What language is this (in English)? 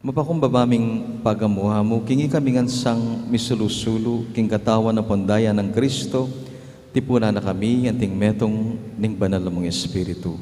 Pampanga